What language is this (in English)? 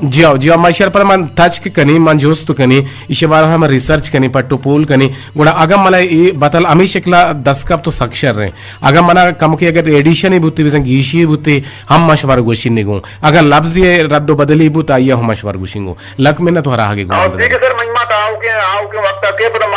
Eastern Balochi